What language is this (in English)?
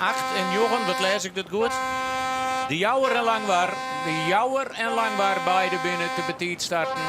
Western Frisian